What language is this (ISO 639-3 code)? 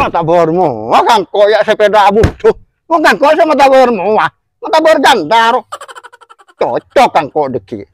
mad